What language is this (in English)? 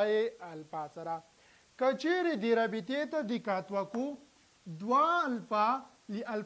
Pashto